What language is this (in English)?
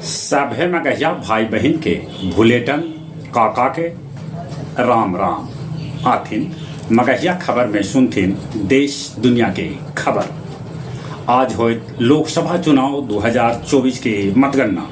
Magahi